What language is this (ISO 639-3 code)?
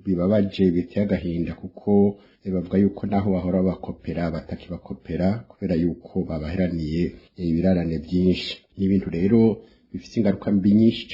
run